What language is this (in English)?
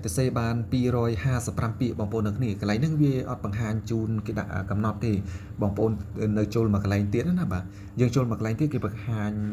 Khmer